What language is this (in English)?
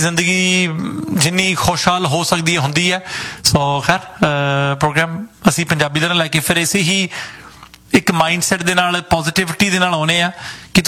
Punjabi